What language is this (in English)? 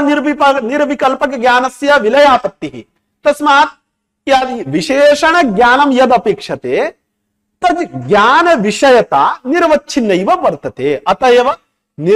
Sanskrit